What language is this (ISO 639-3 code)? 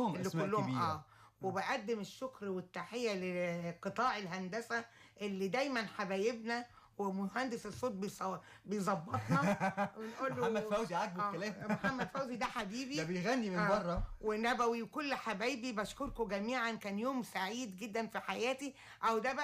arz